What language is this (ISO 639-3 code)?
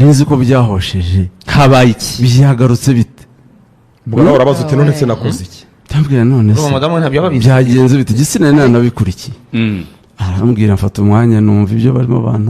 kin